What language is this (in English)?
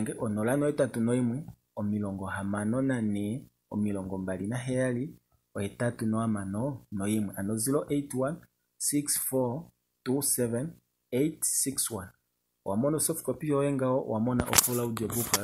Kuanyama